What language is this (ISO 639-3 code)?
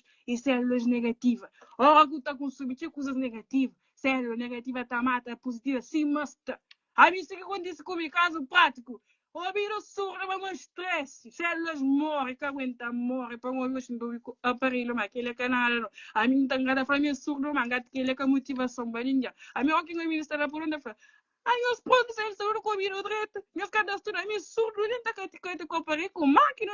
kea